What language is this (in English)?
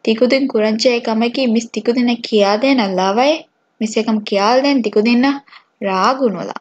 Divehi